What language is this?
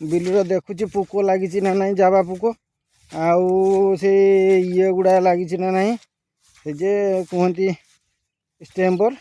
Odia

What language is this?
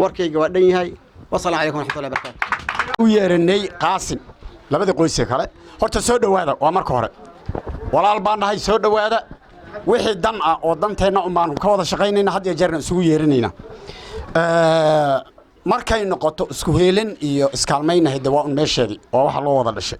Somali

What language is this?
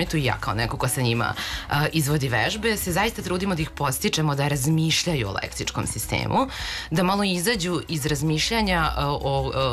Serbian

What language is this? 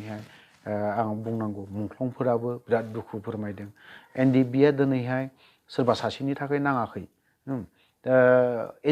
Bodo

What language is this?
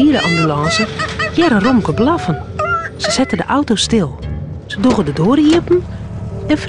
Western Frisian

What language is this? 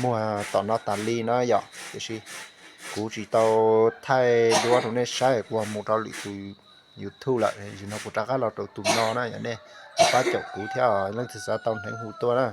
Hmong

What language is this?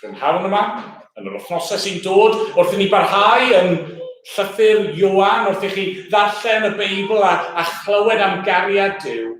Welsh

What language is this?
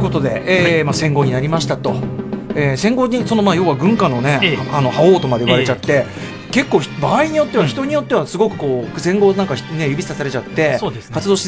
Japanese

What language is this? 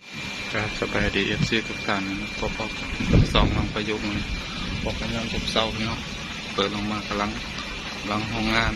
Northeastern Thai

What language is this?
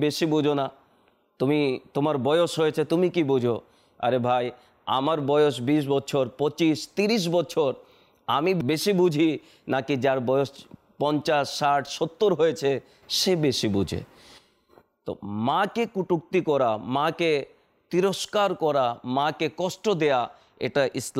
Bangla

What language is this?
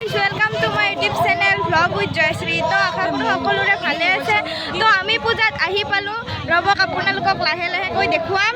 Assamese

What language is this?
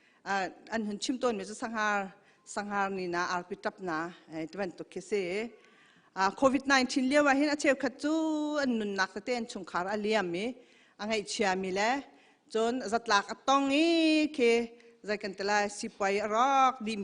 Hakha Chin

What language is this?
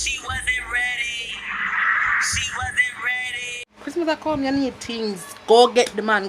Jamaican Creole English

